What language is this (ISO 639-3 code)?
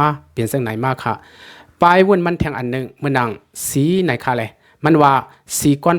lao